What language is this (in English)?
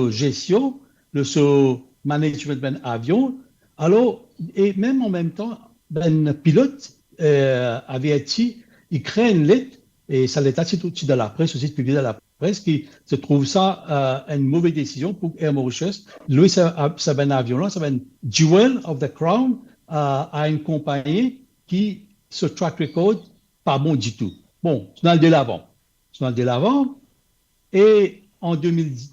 Morisyen